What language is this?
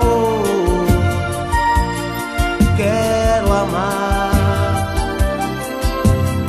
Portuguese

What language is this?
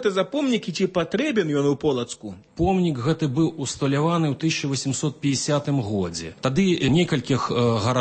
Belarusian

